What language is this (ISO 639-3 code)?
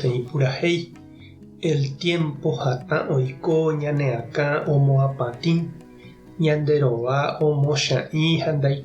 grn